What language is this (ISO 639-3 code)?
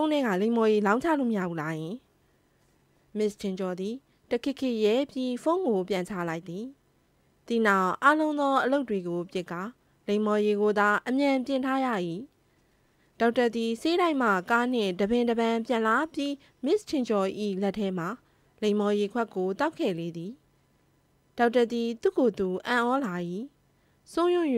mya